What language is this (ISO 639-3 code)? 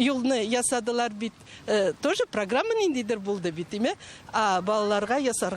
tat